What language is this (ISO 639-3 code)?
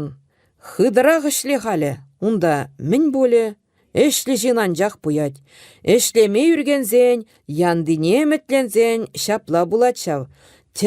chv